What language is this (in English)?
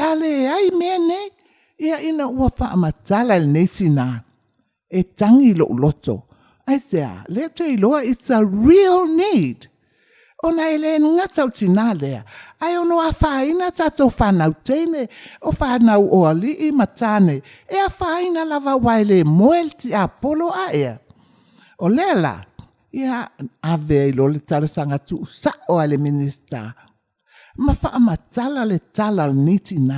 Samoan